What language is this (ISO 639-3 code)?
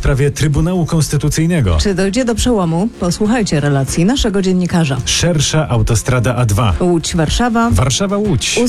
pol